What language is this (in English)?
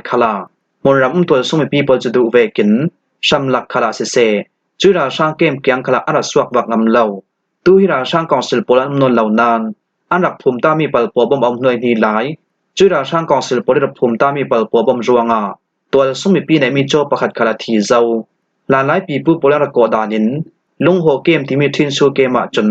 Falam Chin